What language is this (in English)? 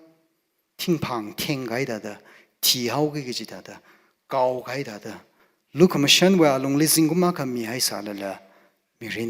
Tangkhul Naga (India)